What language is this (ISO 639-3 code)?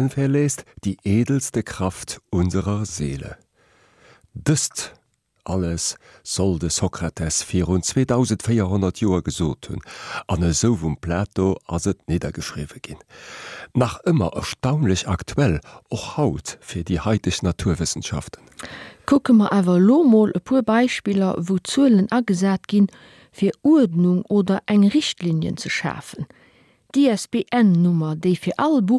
ltz